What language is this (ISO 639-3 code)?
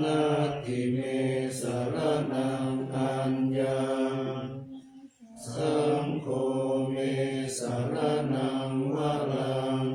pli